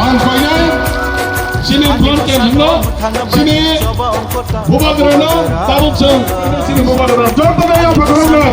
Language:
Kok Borok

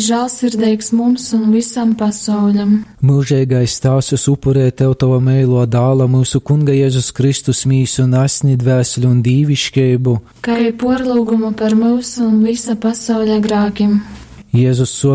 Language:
Latgalian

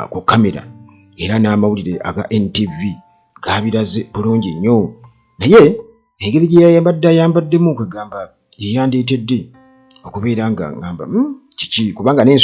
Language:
Ganda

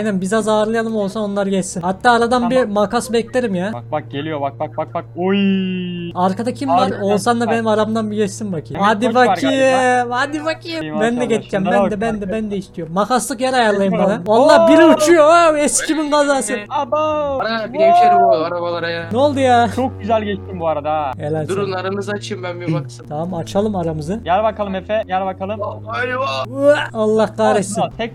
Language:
Turkish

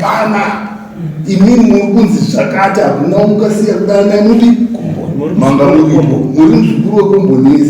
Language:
Shona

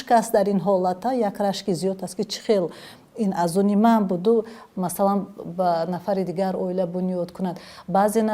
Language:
Tajik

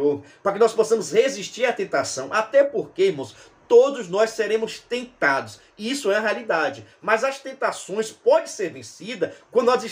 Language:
Portuguese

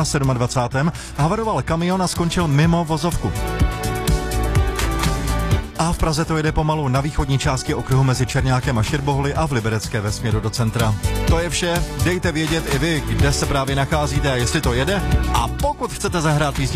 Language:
Czech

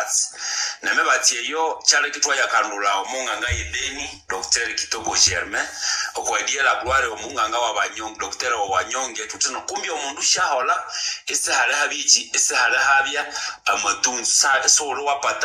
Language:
Nande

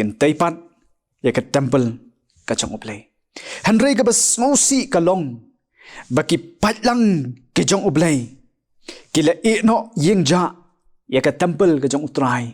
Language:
Khasi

